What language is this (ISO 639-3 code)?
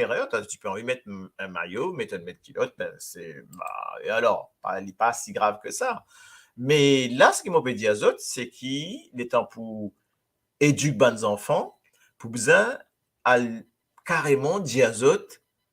mfe